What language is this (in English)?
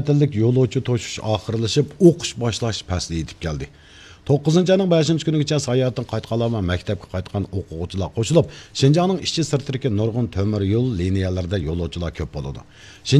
Uyghur